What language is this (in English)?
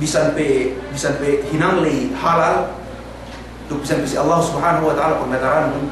Yakan